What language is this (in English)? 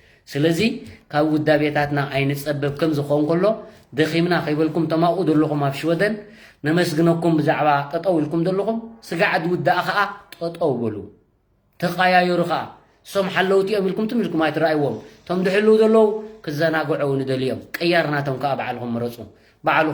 Tigrinya